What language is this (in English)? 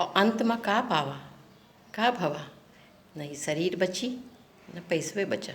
Awadhi